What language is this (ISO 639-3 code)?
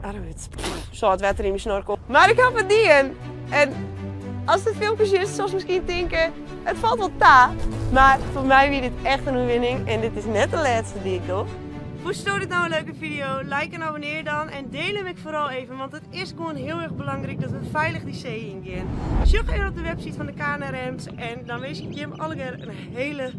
fry